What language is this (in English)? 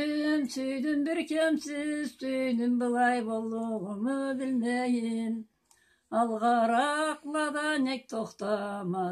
Karachay-Balkar